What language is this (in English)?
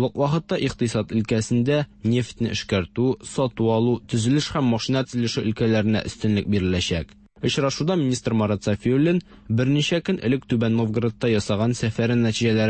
Tatar